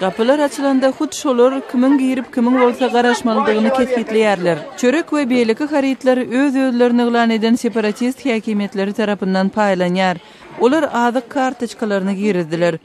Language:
Turkmen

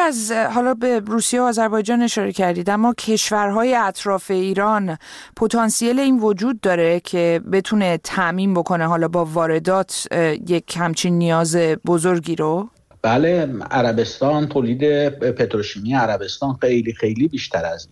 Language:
Persian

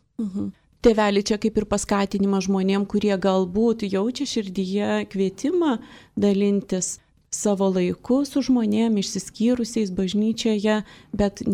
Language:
Lithuanian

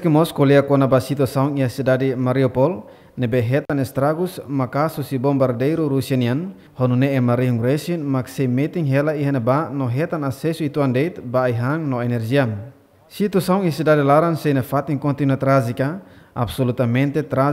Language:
Tetum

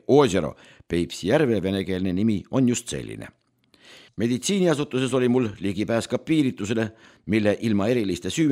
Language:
Estonian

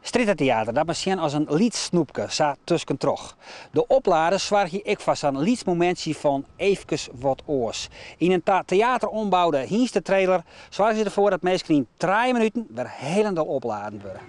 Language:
Western Frisian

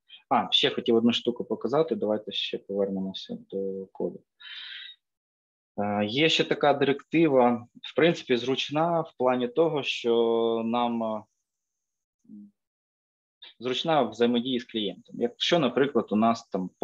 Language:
Ukrainian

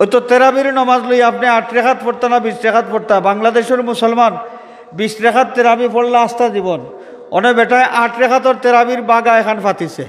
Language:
Sylheti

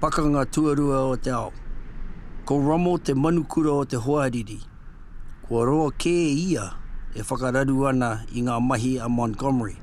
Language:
Māori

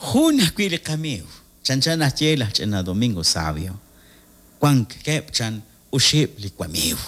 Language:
Kekchí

